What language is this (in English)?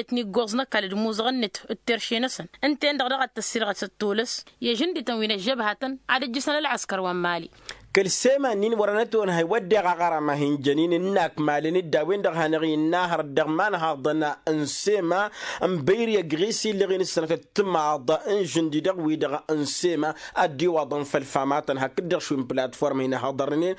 Tamasheq